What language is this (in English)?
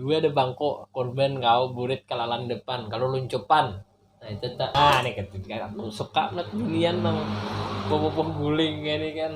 Banjar